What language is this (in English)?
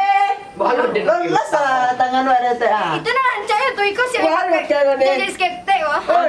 Minangkabau